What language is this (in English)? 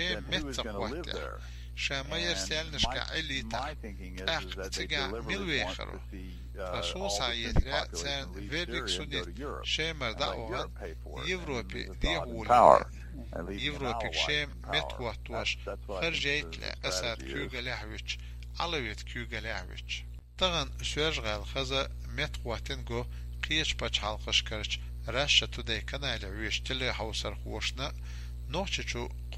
Chechen